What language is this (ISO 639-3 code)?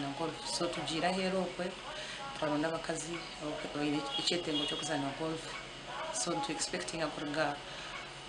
nyn